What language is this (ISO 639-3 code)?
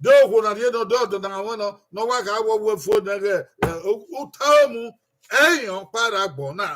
bin